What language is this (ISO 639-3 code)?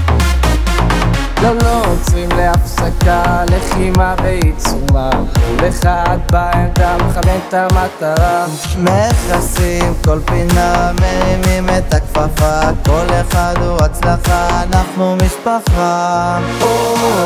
heb